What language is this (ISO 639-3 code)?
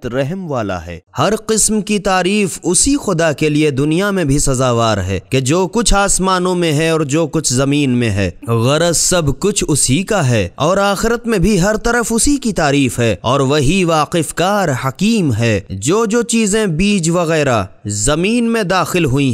urd